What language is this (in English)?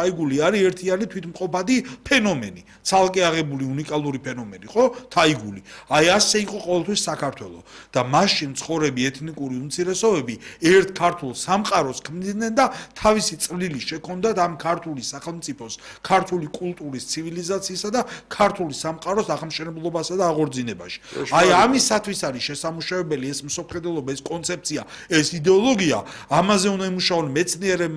Georgian